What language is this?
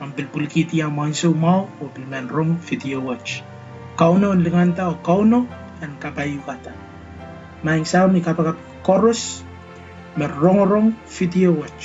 Pohnpeian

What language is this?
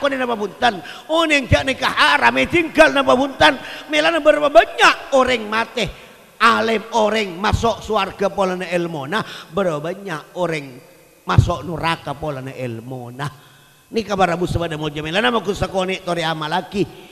Madurese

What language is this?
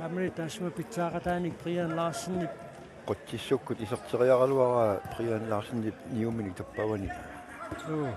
Kalaallisut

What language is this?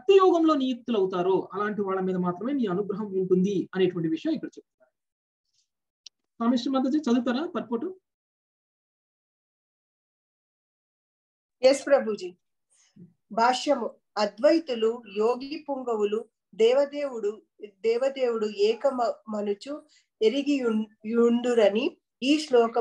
Telugu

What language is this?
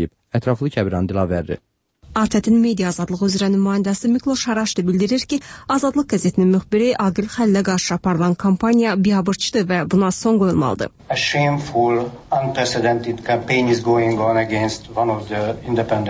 Azerbaijani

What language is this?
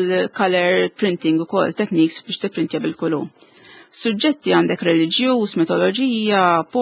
Maltese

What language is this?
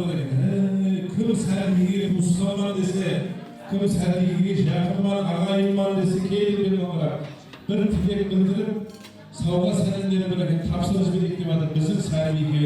Kara-Kalpak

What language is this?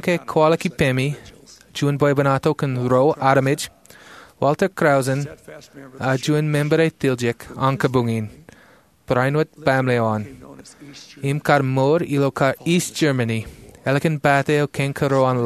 Marshallese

